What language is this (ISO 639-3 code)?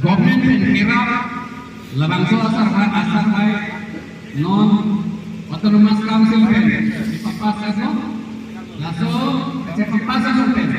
mjw